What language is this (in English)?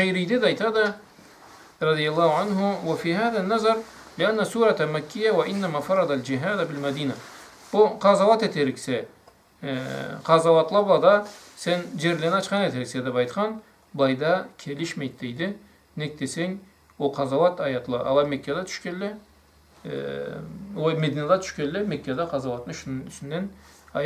Karachay-Balkar